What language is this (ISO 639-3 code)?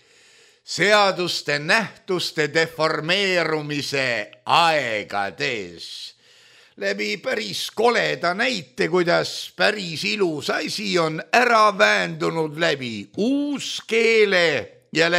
est